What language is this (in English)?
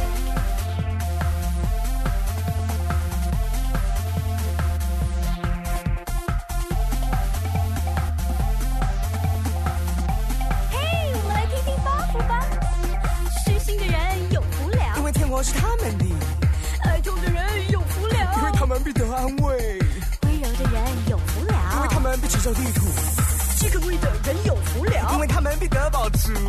Chinese